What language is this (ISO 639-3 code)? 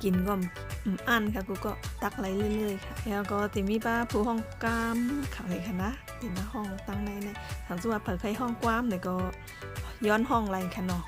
shn